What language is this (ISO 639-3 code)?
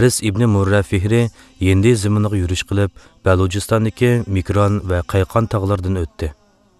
uig